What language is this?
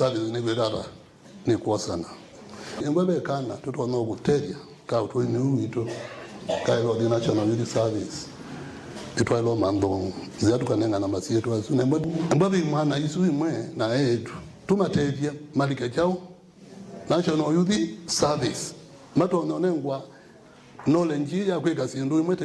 Kamba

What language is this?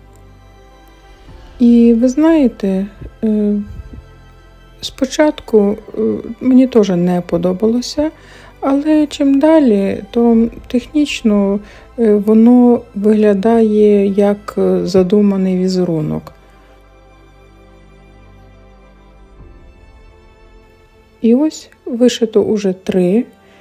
Ukrainian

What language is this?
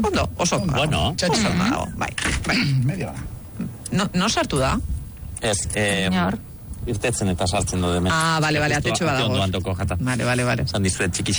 Basque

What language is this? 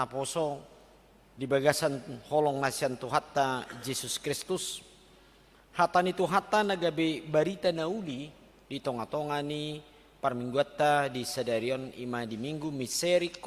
Batak Toba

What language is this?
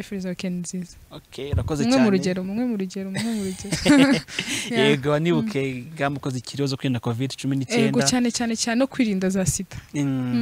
Kinyarwanda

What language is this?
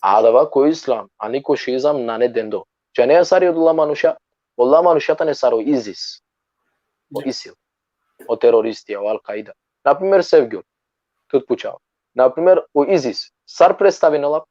Balkan Romani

